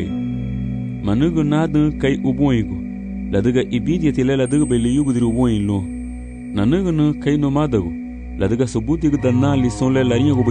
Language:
Garifuna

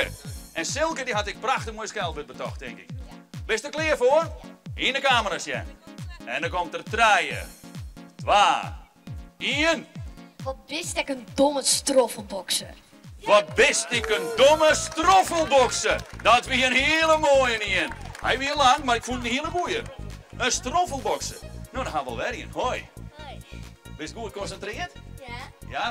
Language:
Western Frisian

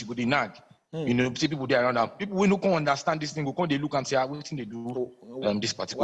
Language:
Nigerian Pidgin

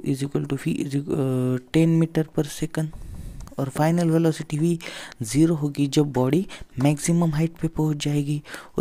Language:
Hindi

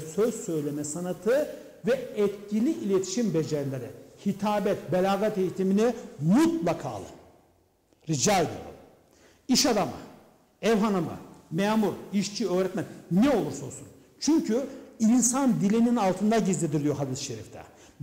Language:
Turkish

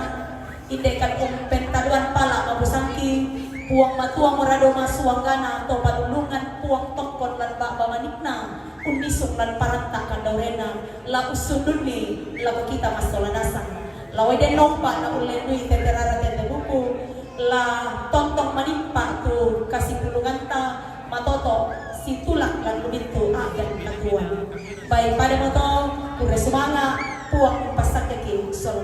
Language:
Toraja-Sa'dan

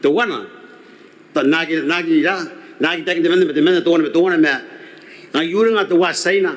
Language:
Gilbertese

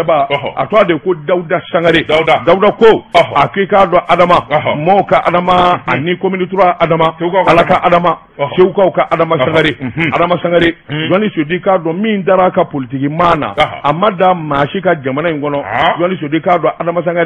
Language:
Bambara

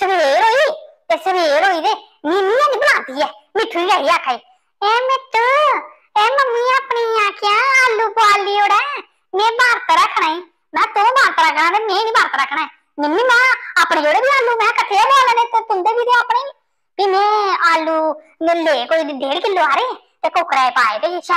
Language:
Dogri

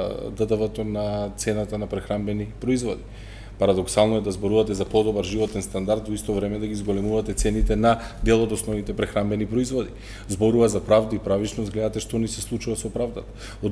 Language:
Macedonian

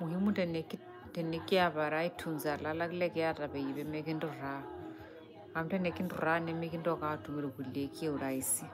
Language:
Masai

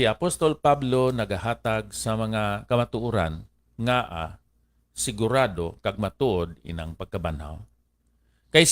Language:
Hiligaynon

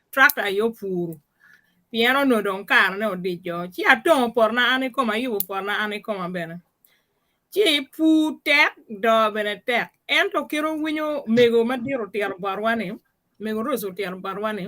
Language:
Acoli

